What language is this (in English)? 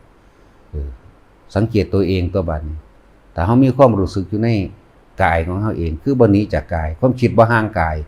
Northeastern Thai